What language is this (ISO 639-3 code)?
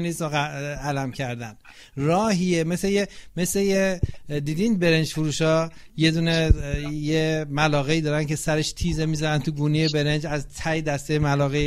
fas